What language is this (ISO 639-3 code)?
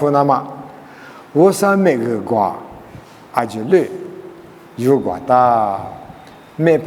lis